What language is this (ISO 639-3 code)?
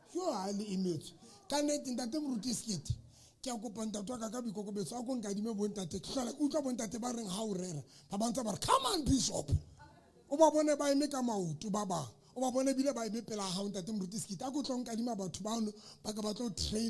sot